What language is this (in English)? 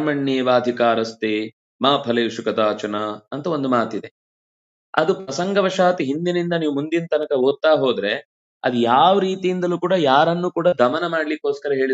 Kannada